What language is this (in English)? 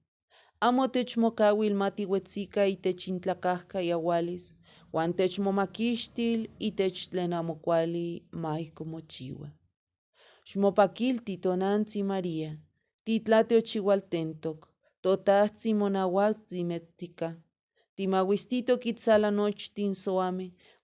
Eastern Huasteca Nahuatl